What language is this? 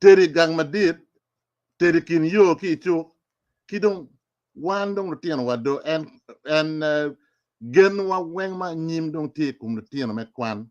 Acoli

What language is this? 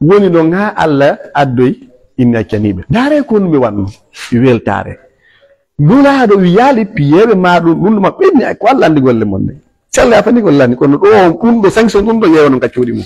Fula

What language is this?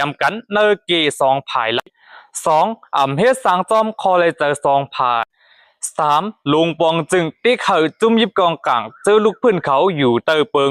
Shan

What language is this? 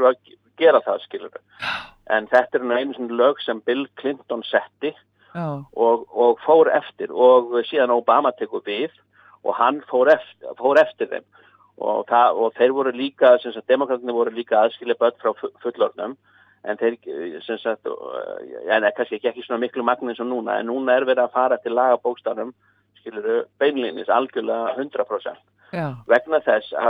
Icelandic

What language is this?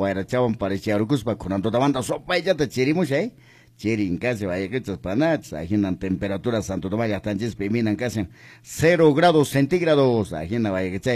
Quechua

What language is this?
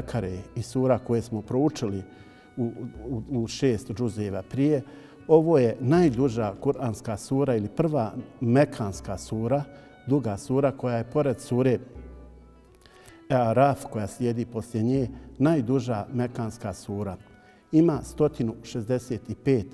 Bosnian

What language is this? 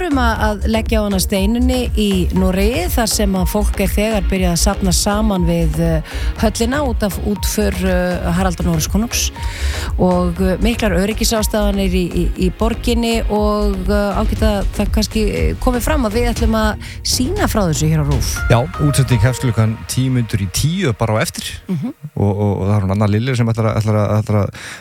Icelandic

